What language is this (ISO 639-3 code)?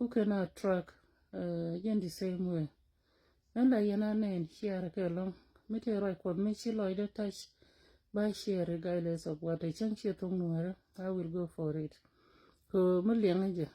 nus